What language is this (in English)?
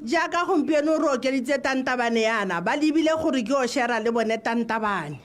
Tswana